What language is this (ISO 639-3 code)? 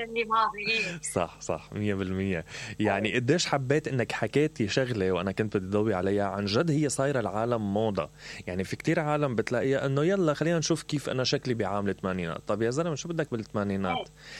acm